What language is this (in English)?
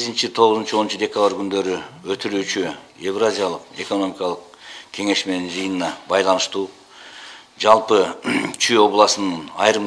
Kyrgyz